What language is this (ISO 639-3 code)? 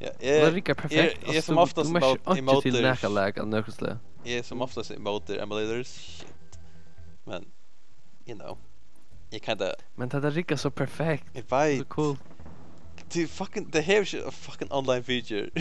fao